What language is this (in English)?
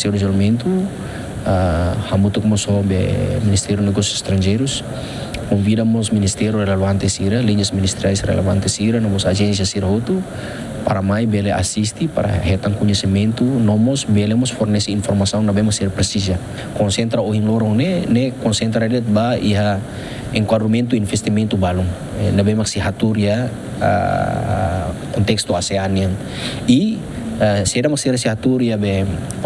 Tetum